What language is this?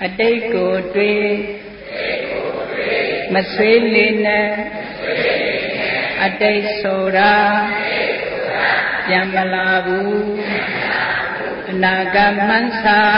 Burmese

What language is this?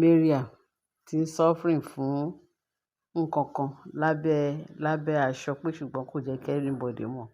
Yoruba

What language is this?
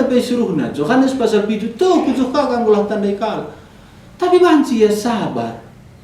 Batak Karo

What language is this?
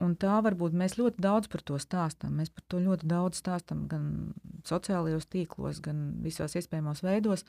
Latvian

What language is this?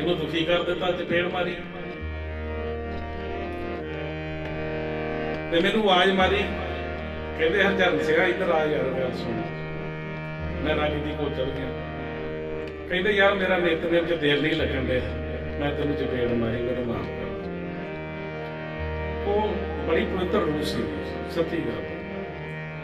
Punjabi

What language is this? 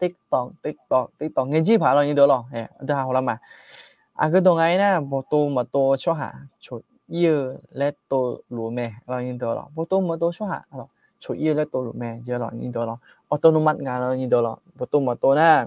Akha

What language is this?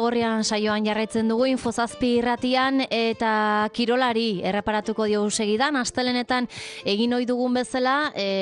Basque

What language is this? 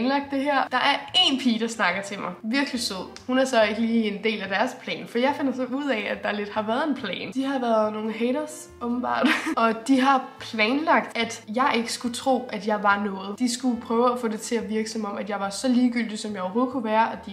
Danish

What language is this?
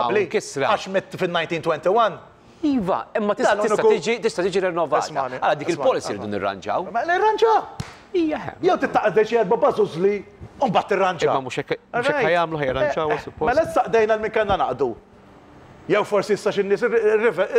Maltese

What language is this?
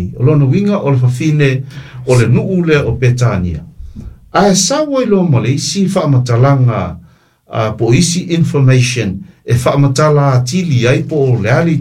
Samoan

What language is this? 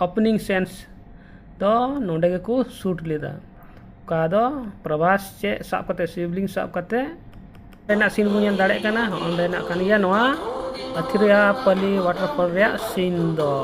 Santali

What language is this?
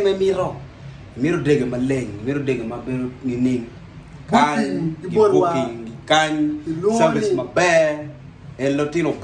Acoli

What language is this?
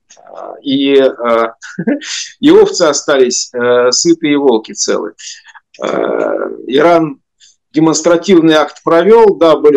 Russian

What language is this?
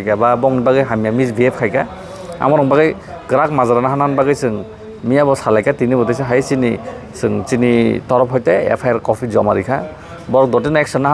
Kok Borok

